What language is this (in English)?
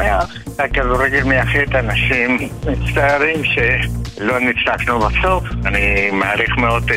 Hebrew